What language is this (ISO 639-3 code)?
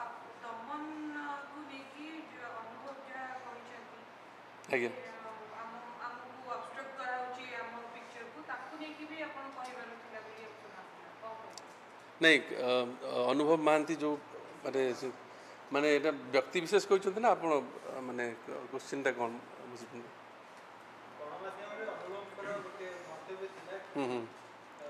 ori